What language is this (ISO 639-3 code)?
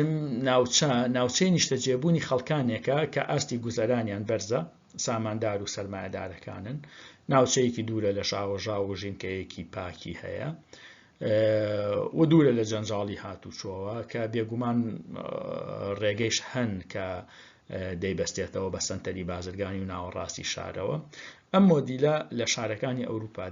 ckb